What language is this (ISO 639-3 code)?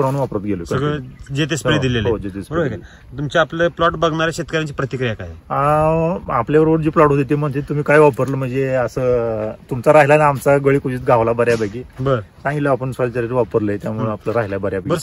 mar